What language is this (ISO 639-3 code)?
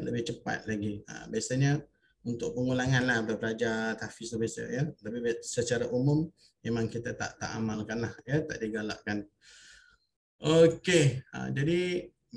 msa